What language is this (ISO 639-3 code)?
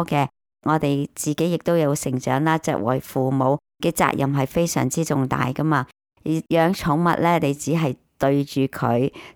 yue